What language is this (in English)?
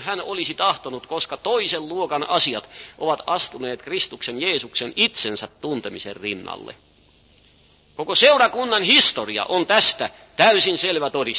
Finnish